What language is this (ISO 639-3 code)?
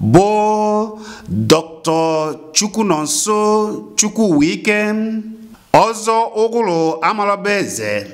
ibo